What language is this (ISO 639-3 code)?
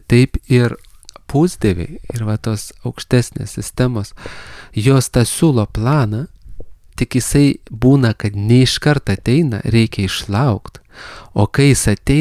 lit